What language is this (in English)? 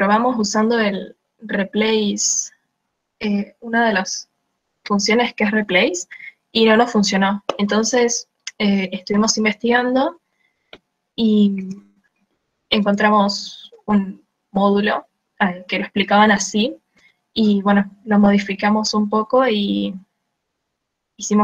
Spanish